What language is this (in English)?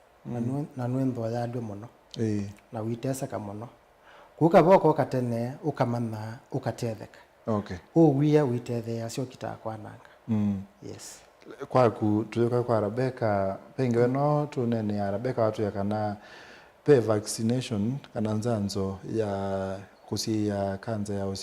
Kamba